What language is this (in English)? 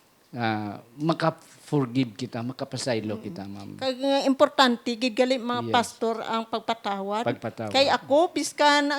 Hiligaynon